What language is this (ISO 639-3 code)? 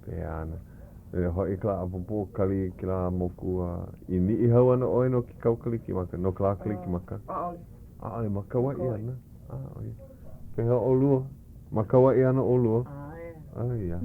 haw